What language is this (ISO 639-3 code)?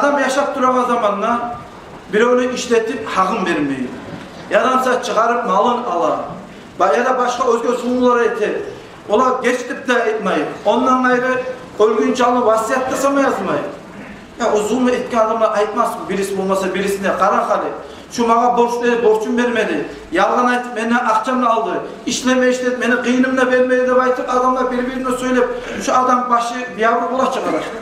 kum